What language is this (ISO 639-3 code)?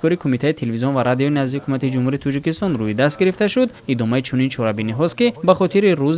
tgk